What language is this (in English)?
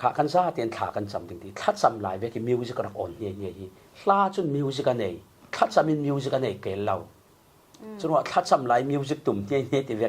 Falam Chin